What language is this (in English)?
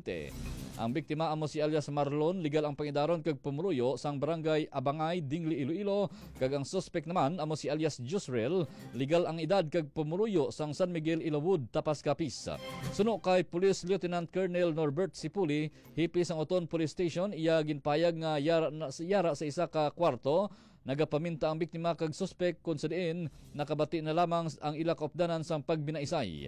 Hiligaynon